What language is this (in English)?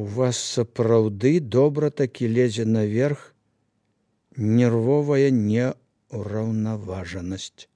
Belarusian